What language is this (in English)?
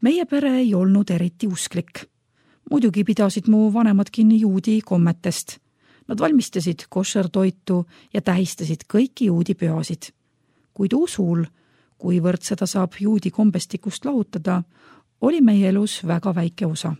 Estonian